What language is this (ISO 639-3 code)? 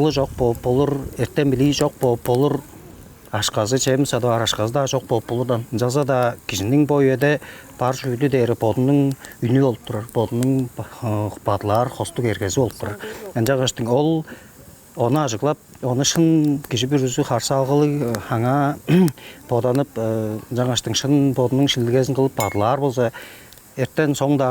tyv